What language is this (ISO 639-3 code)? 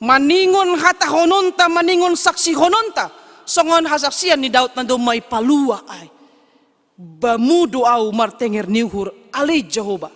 bts